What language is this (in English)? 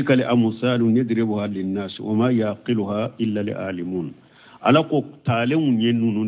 Bambara